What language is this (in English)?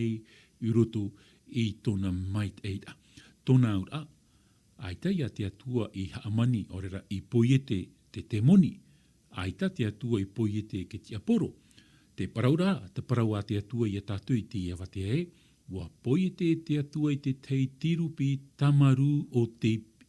Tahitian